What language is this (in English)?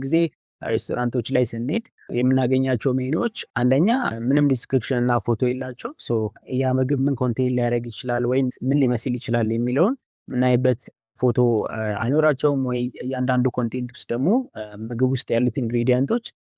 Amharic